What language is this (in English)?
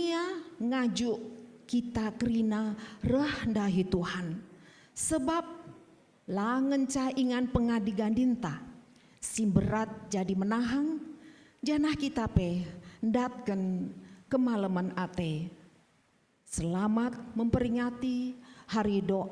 Batak Karo